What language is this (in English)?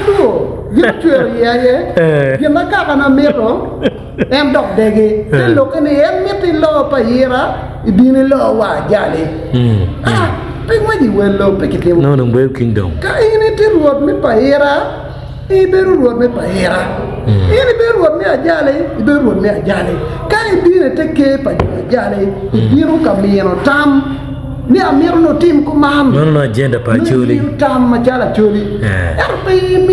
Acoli